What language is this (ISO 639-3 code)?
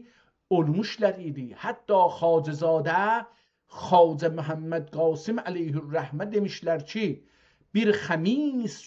azb